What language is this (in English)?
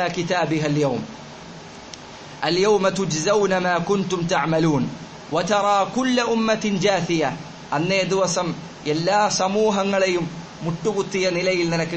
Malayalam